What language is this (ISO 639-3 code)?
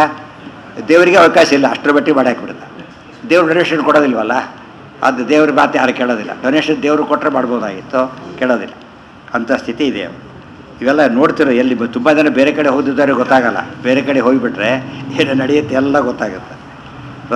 kan